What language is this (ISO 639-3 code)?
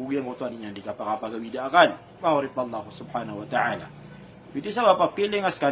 mrw